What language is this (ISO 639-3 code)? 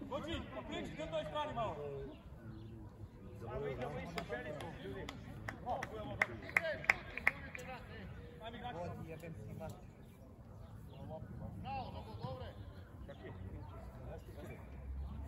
srp